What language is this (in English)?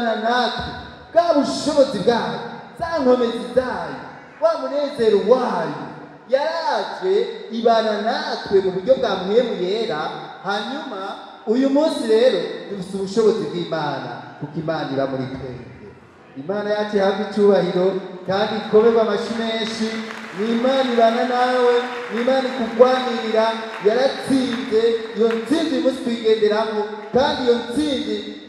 Rundi